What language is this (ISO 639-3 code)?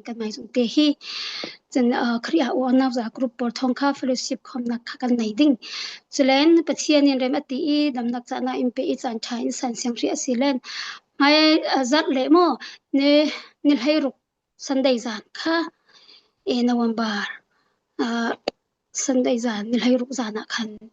cfm